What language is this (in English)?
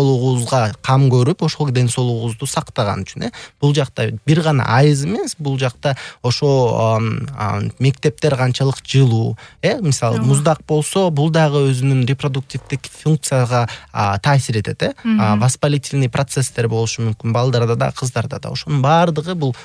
Kyrgyz